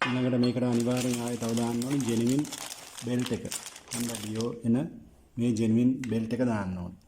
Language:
Sinhala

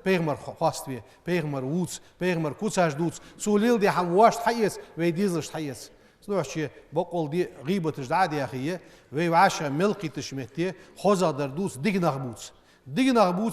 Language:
Ingush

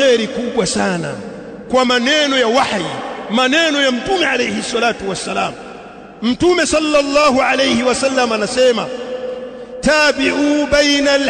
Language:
Swahili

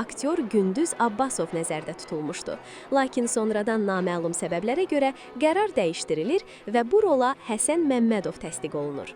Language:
Azerbaijani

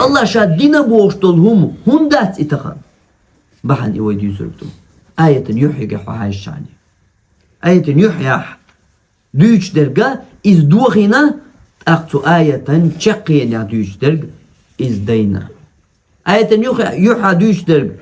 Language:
Chechen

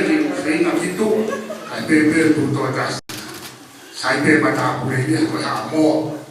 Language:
Tongan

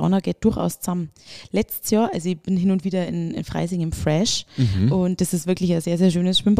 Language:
German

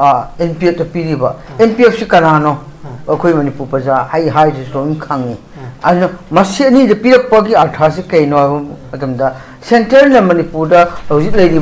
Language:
Manipuri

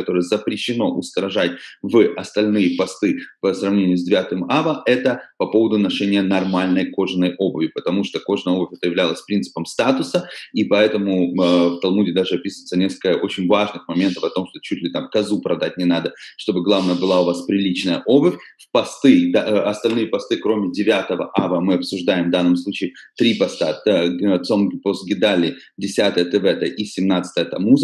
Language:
Russian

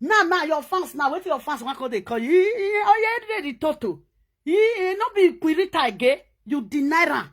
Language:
Nigerian Pidgin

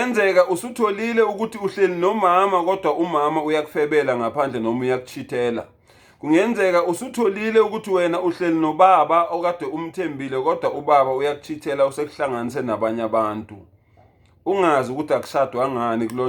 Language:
Zulu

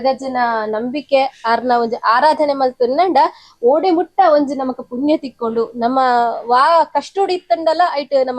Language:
Tulu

